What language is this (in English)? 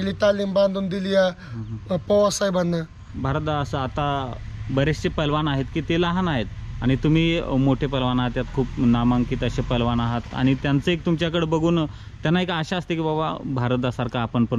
Marathi